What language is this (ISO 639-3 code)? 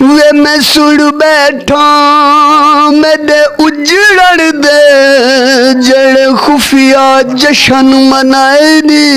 skr